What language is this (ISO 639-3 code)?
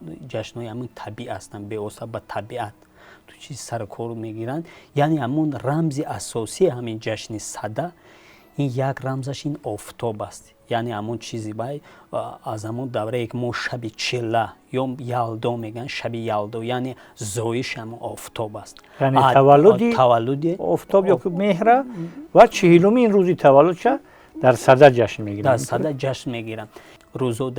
tgk